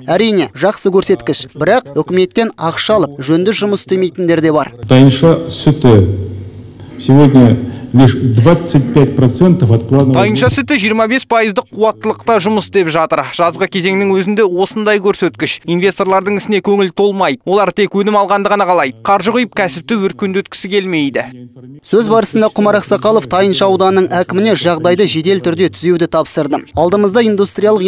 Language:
Kazakh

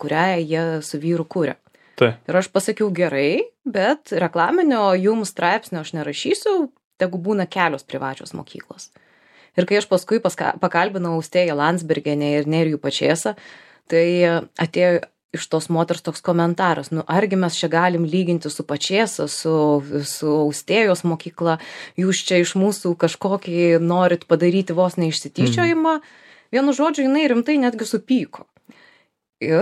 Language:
Lithuanian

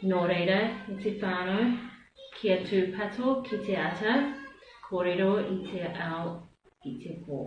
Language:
Māori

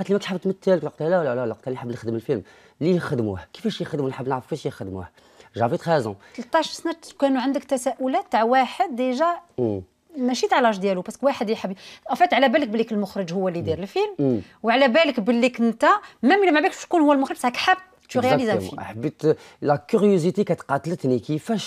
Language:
Algerian Arabic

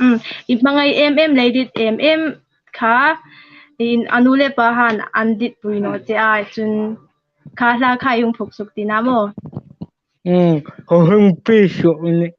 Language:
Hmar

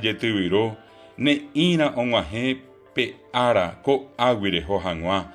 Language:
Guarani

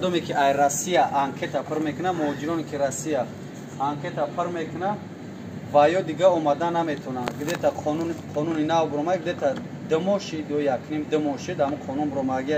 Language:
Tajik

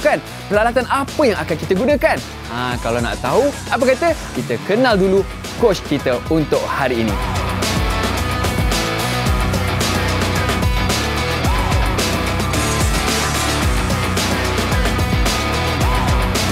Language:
Malay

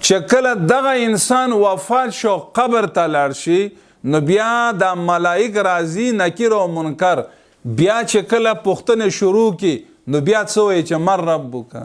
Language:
Pashto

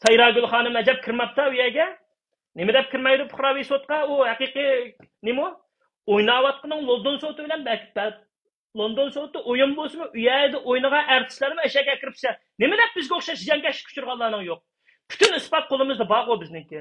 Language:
Uyghur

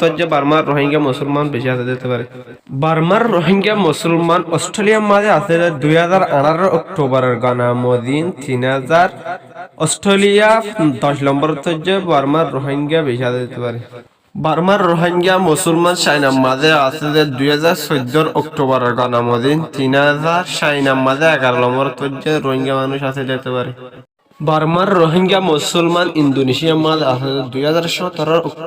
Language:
Rohingya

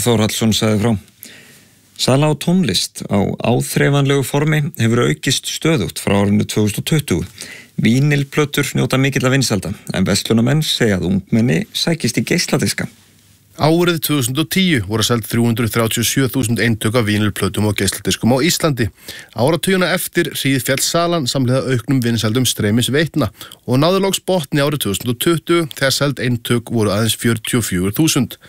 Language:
Icelandic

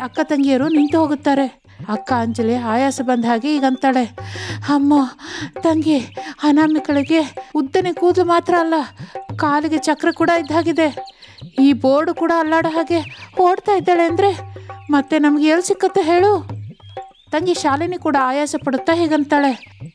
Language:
Kannada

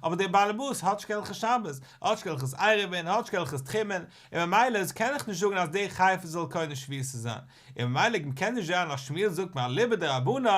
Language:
Yiddish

